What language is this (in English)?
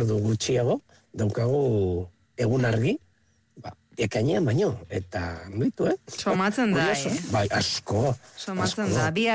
Basque